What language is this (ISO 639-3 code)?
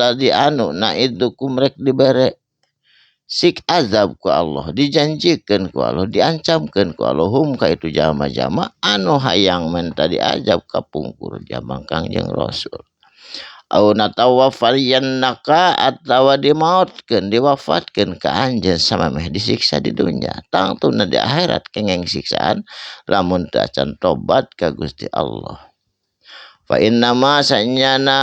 sun